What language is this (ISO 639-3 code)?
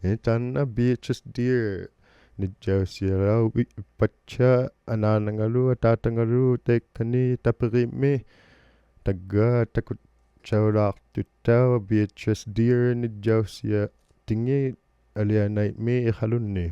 iku